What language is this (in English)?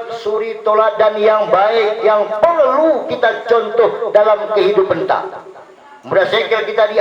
Batak Dairi